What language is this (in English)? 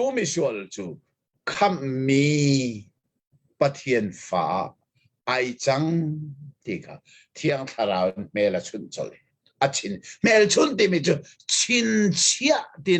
Hakha Chin